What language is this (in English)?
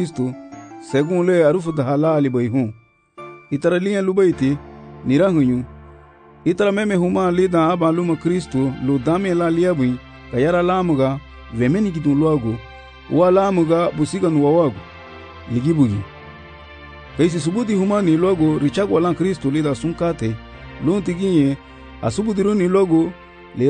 Garifuna